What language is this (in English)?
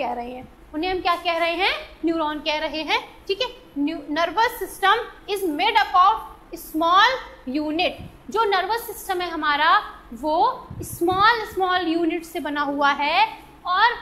Hindi